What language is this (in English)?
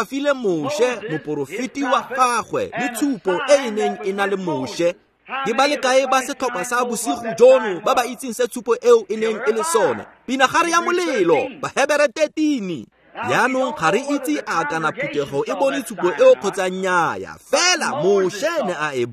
Tswana